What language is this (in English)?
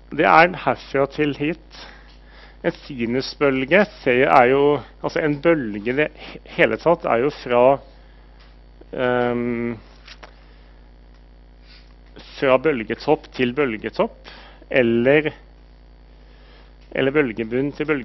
Norwegian